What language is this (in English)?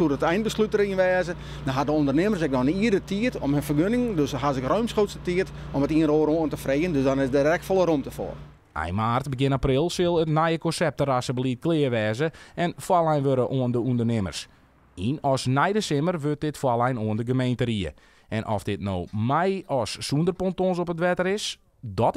Western Frisian